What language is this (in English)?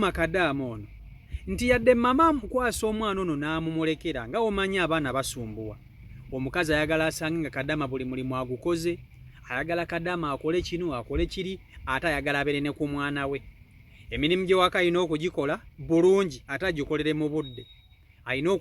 Ganda